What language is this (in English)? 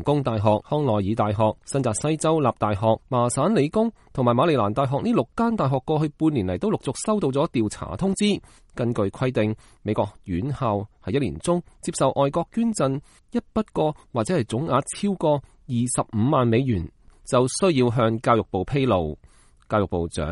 Cantonese